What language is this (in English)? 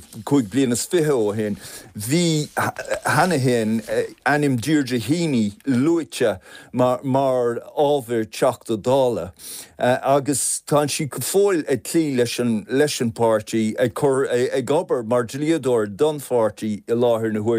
Irish